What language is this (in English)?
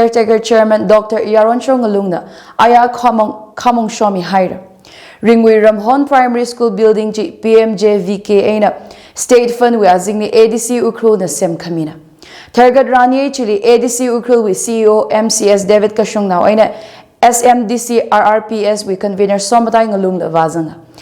Tangkhul Naga (India)